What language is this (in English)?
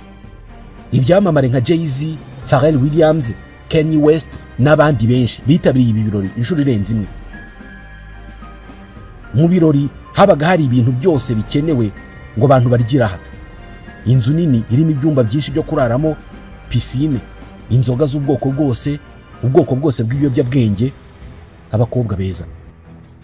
Kinyarwanda